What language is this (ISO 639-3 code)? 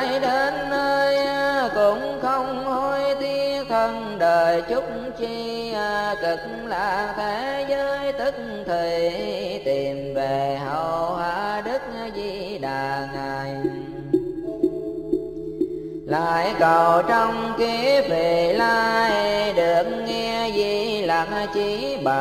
vie